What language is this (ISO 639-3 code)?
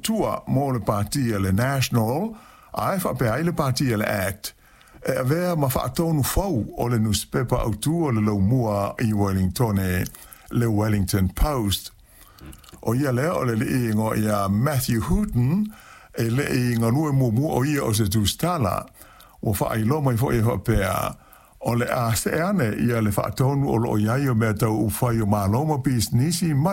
smo